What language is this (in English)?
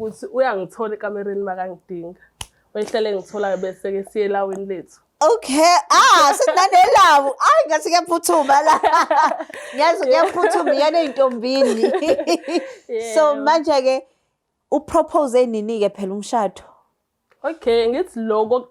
Zulu